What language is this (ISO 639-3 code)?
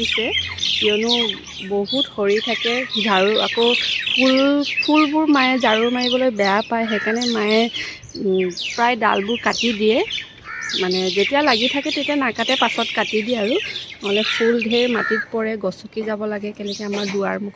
asm